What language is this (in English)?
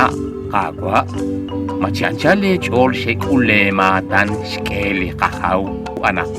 Kekchí